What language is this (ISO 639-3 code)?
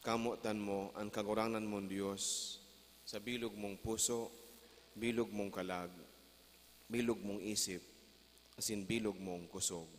bik